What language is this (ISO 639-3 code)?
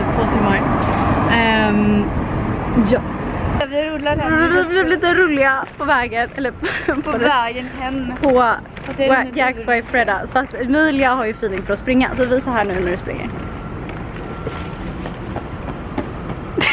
swe